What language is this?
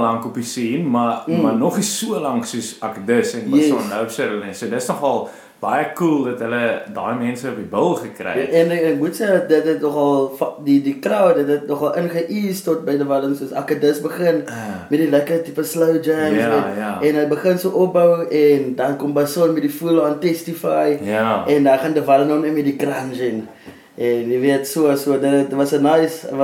Afrikaans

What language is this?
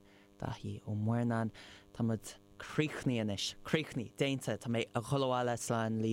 Irish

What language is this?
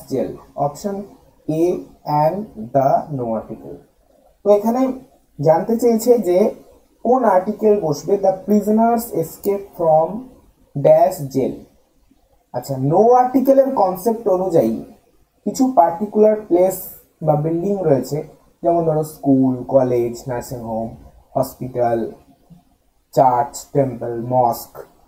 Bangla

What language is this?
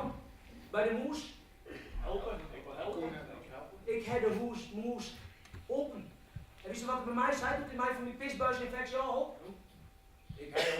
Western Frisian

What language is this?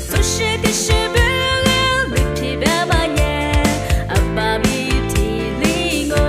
Lisu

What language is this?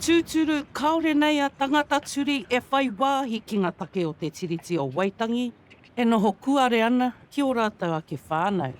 Māori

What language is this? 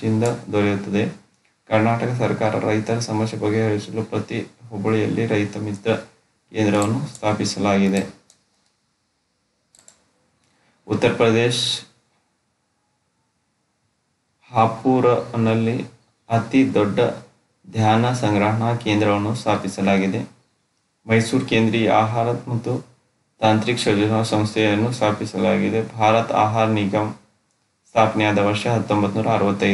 Kannada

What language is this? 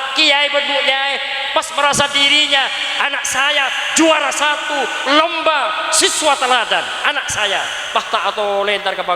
Madurese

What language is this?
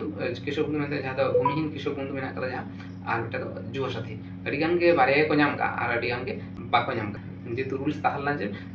Santali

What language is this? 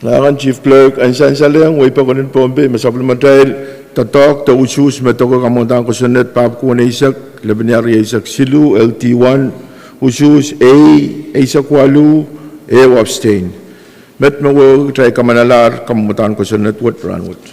Pohnpeian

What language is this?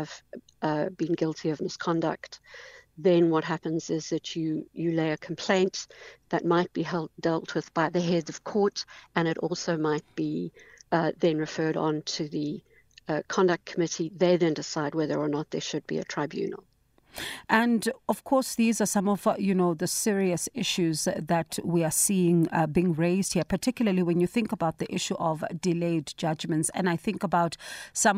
English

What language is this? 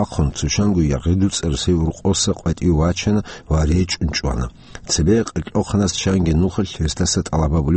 Avaric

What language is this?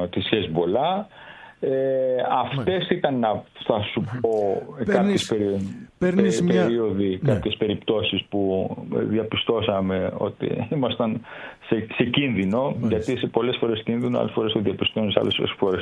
Greek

